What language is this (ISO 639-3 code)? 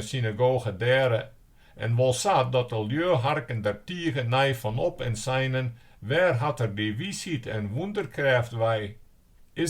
fry